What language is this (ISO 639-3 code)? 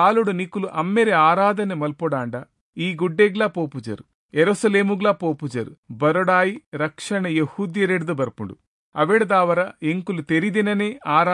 tcy